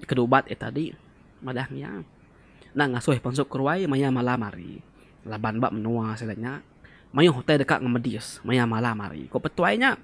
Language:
Iban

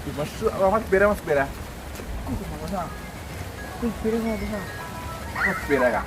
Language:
Minangkabau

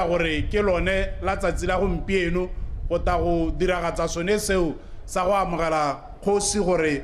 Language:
Tswana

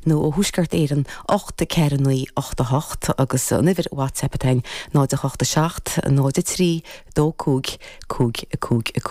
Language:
Irish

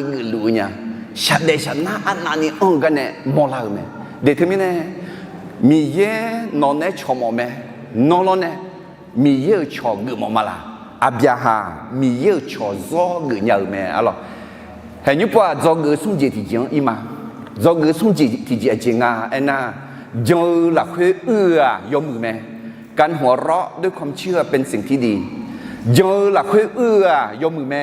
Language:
Akha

